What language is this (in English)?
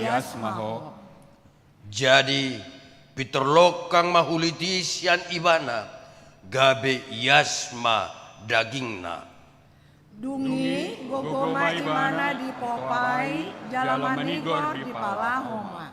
Batak Toba